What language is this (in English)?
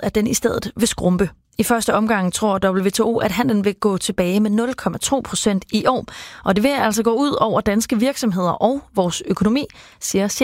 Danish